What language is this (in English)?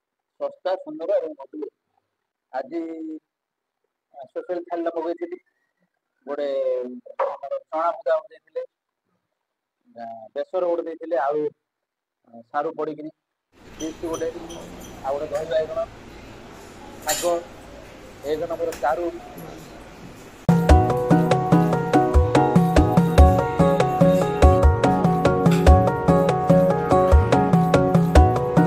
Odia